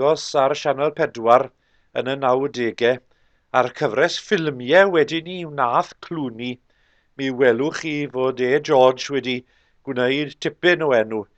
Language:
Welsh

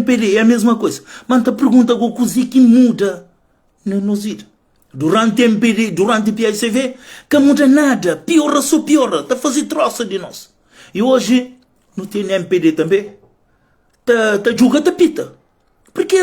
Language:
Kabuverdianu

